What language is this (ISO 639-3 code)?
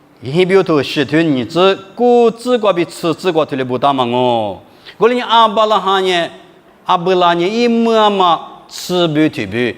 lis